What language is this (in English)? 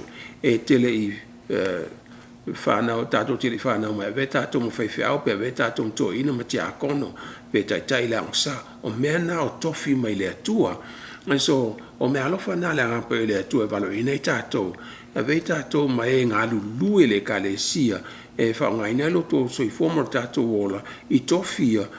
Samoan